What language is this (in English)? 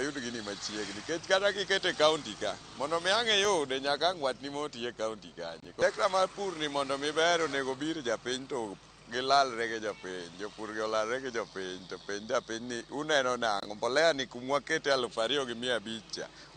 Luo (Kenya and Tanzania)